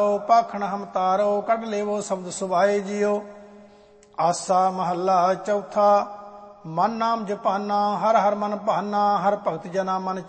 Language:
Punjabi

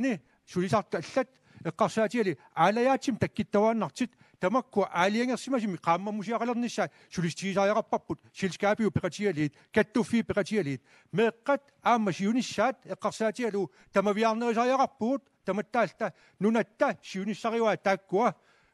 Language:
Kalaallisut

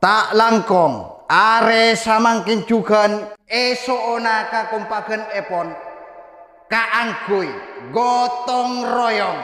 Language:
Madurese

